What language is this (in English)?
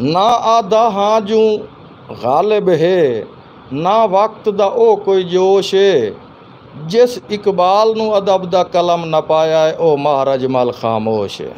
Saraiki